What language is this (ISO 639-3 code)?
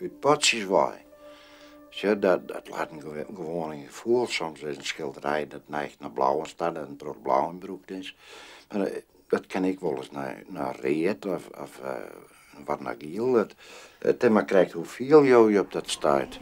fry